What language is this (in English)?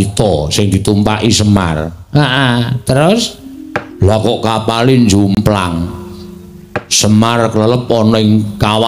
Javanese